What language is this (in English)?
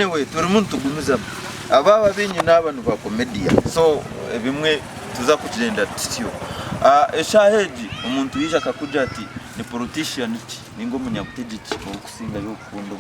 Nyankole